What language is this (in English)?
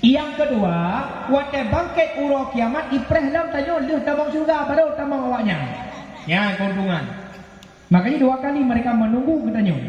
Achinese